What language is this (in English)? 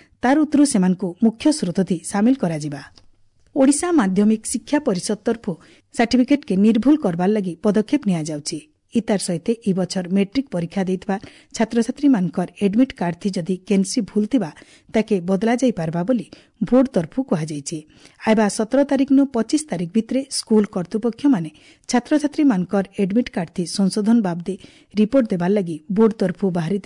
Odia